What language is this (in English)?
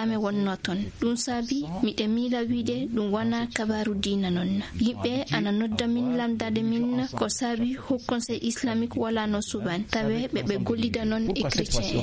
Fula